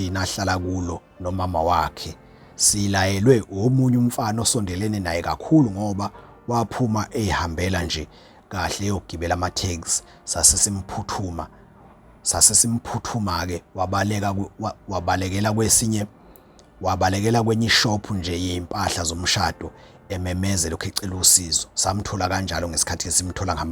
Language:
Zulu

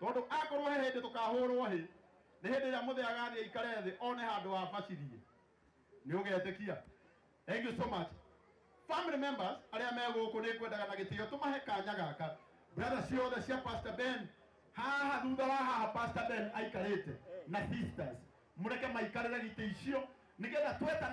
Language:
Kikuyu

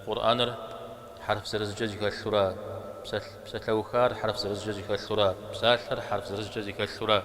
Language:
Kabardian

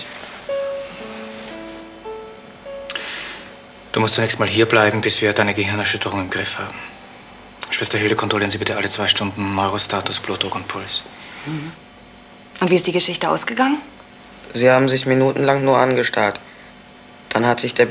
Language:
German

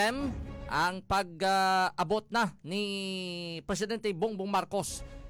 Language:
Hiligaynon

